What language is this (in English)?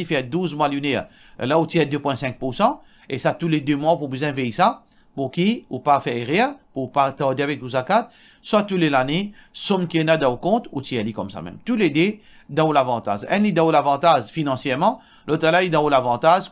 Morisyen